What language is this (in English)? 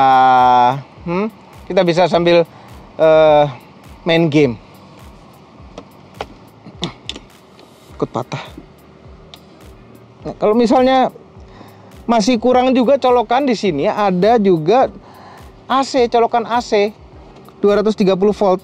Indonesian